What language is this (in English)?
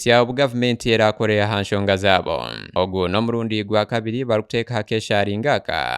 Nyankole